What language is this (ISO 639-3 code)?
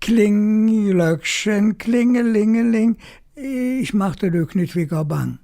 ksh